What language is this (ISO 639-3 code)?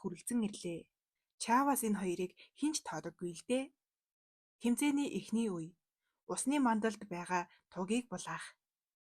mon